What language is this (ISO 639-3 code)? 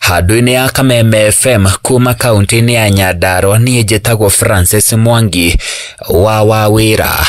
kik